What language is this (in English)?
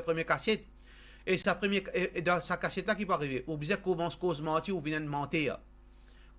Morisyen